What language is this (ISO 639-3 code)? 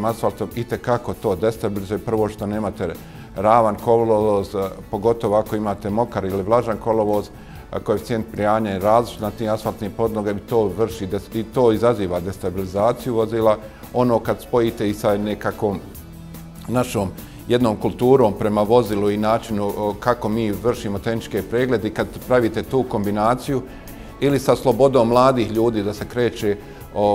bos